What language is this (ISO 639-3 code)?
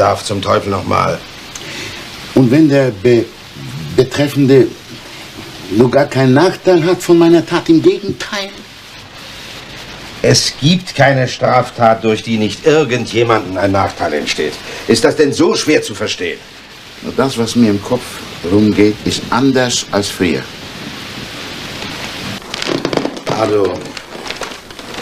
deu